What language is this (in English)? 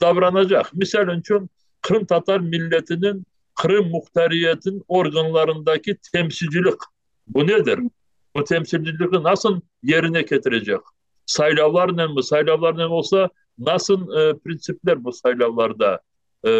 Crimean Tatar